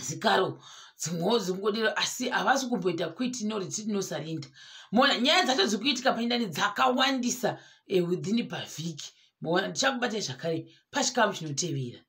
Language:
Shona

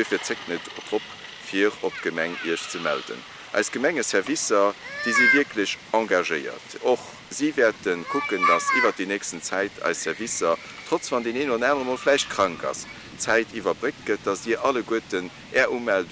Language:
Luxembourgish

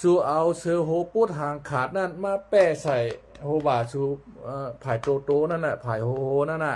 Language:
Shan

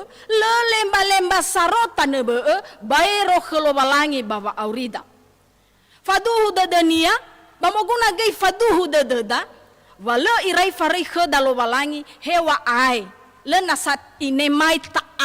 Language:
Nias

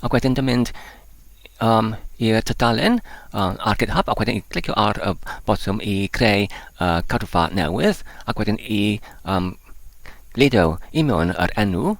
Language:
Welsh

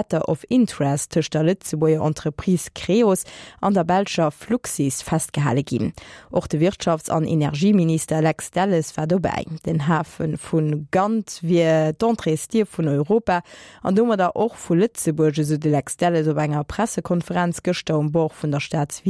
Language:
Luxembourgish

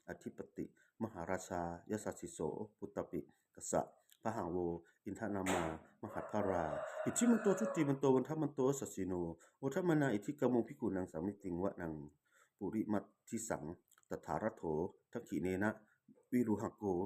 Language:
Pali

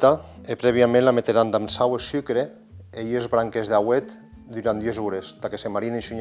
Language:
Occitan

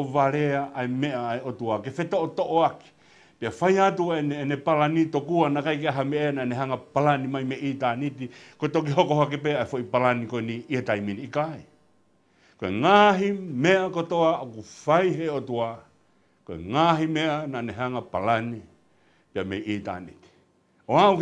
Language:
Tongan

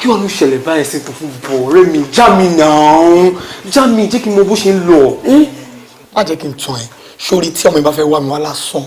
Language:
Yoruba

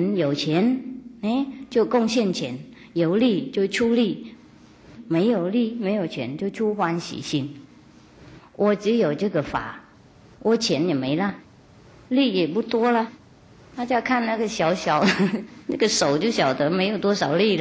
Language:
Chinese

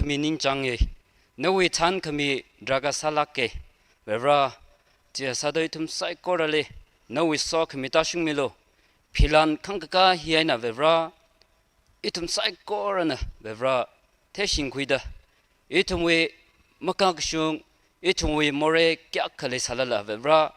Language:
Tangkhul Naga (India)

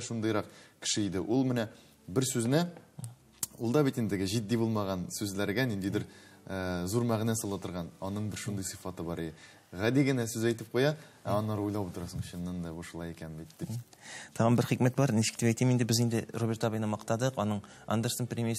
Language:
Tatar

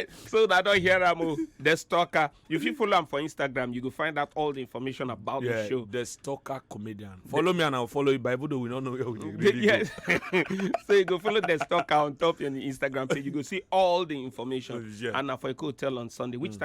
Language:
Nigerian Pidgin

